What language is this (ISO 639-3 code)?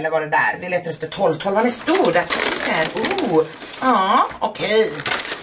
swe